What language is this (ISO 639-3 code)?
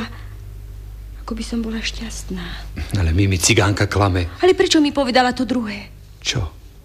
slk